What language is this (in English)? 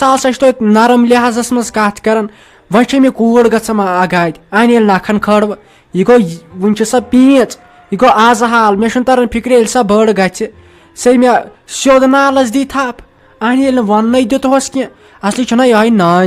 Kashmiri